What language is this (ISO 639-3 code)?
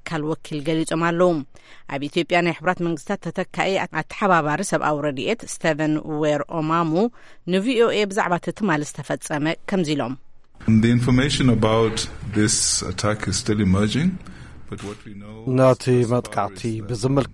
tir